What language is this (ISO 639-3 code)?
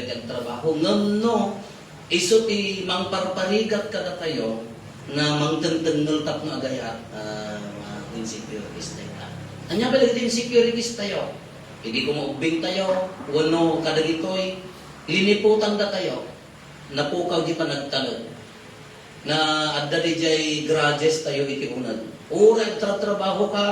ilo